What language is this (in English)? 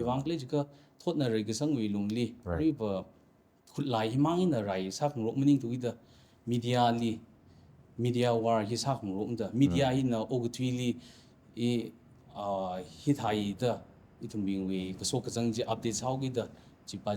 Tangkhul Naga (India)